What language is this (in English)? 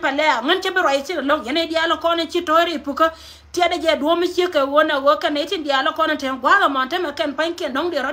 Nuer